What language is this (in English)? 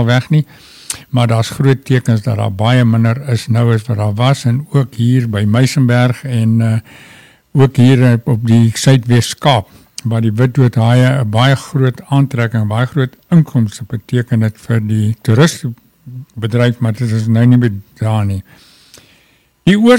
Afrikaans